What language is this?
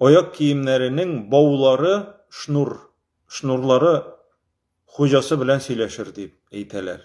Tatar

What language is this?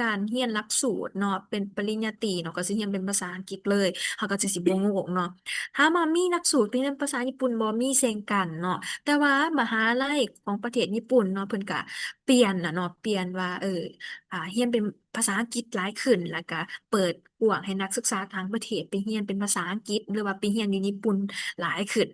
Lao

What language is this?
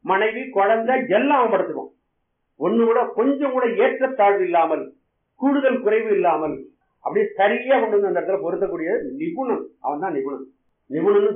Tamil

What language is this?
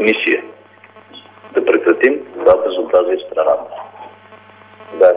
Bulgarian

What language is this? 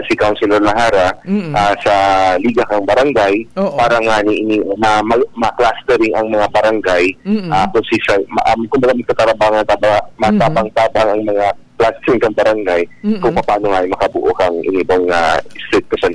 Bikol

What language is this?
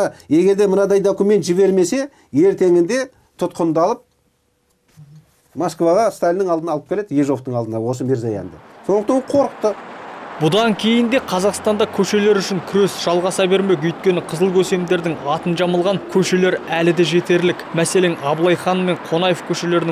Kazakh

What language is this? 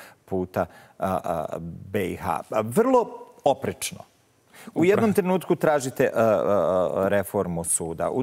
Bosnian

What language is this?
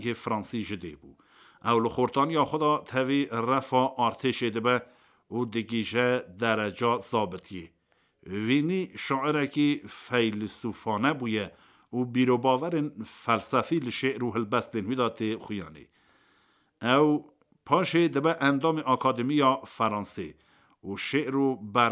Kurdish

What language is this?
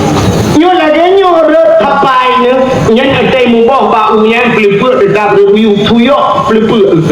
Achinese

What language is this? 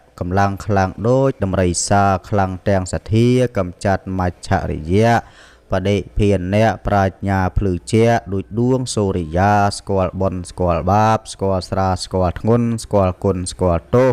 Khmer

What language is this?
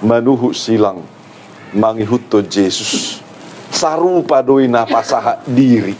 Batak Toba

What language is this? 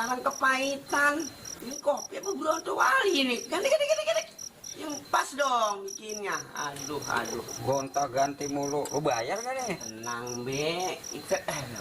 Betawi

